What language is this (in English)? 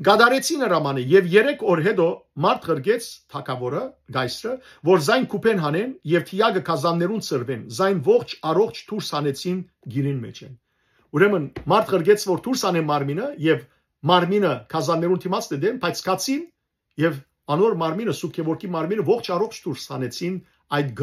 Western Armenian